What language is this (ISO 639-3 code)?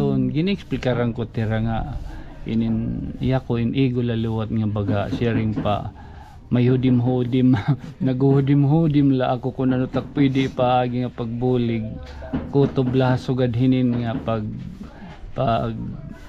war